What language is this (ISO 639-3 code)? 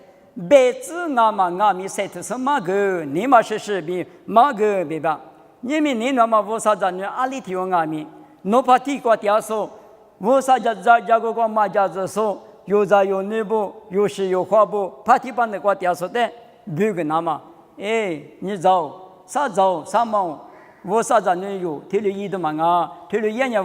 lis